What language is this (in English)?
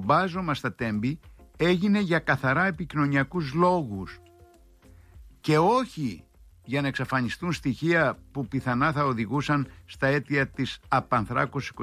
Greek